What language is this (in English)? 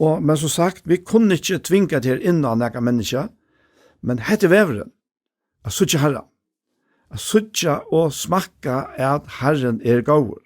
Faroese